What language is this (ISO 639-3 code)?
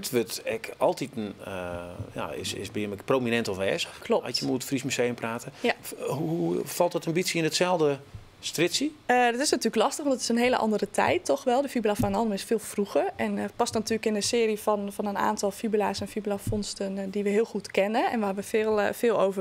fry